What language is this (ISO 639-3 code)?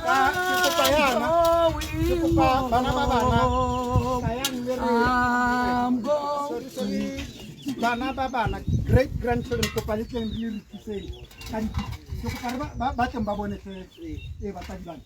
tsn